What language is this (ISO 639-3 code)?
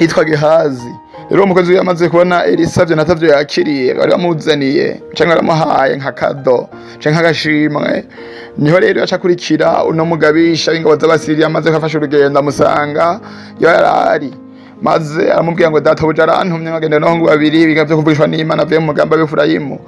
run